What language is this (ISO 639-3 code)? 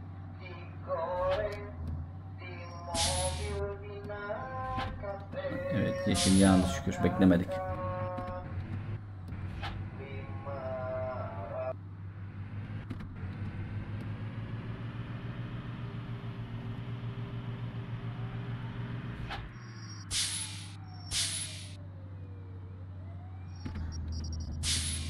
tur